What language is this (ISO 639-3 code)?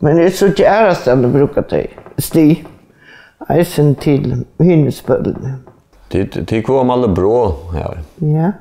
fao